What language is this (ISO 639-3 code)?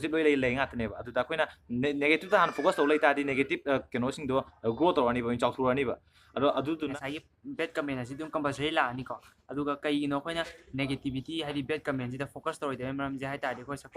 mni